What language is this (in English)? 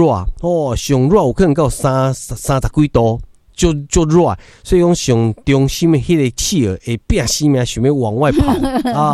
Min Nan Chinese